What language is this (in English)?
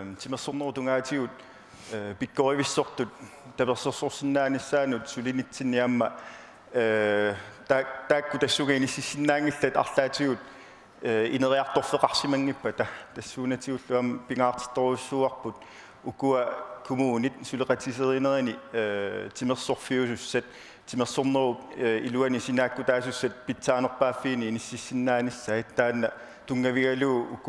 Kalaallisut